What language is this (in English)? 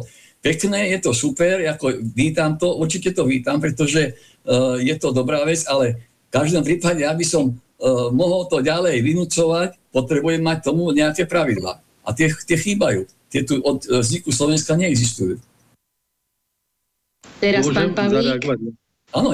Slovak